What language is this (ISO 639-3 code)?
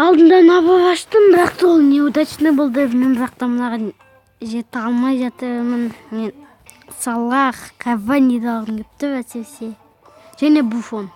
kaz